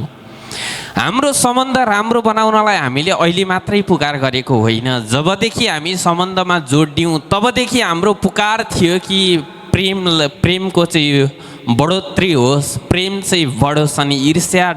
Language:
Nepali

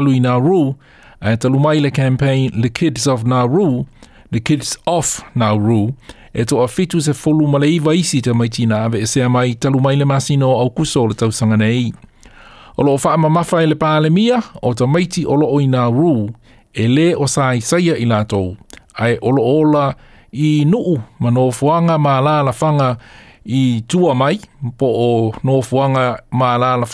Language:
Samoan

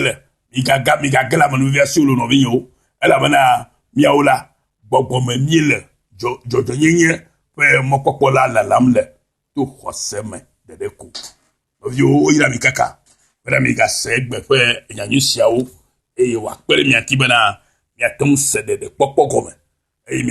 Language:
Ewe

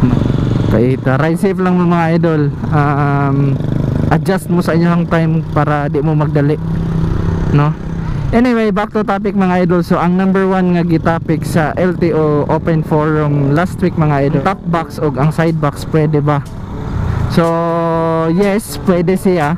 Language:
Cebuano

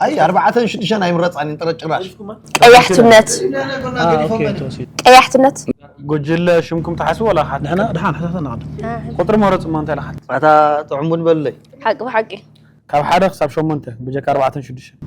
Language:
Tigrinya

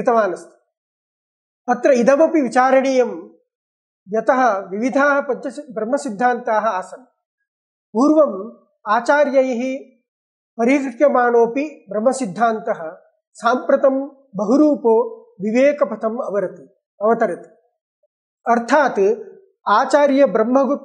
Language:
Sanskrit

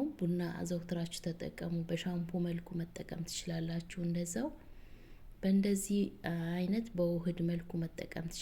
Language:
Amharic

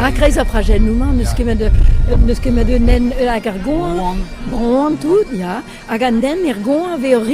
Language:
Breton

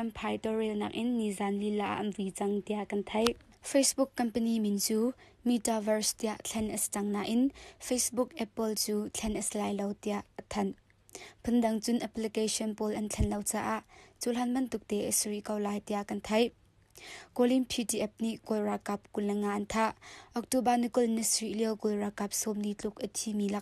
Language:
Hakha Chin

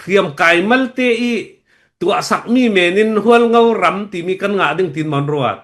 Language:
Falam Chin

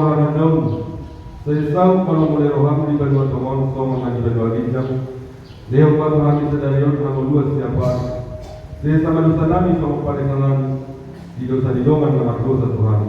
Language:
Batak Toba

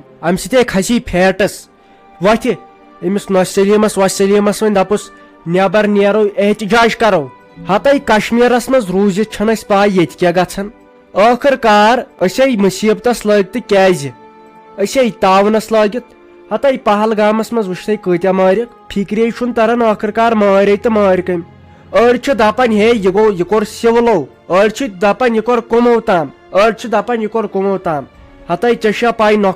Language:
Kashmiri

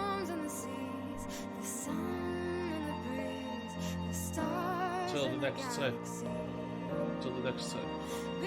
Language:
Welsh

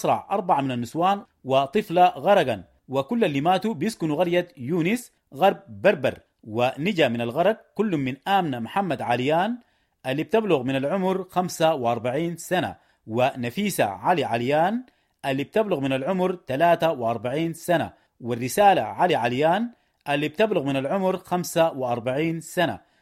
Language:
Sudanese Arabic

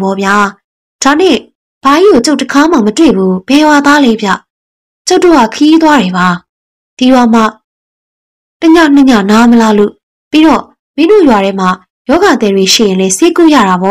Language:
Burmese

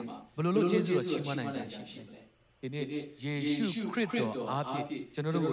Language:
Burmese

